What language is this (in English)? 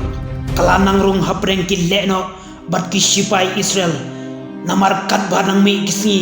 Khasi